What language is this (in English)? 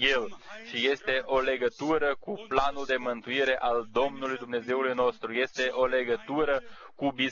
Romanian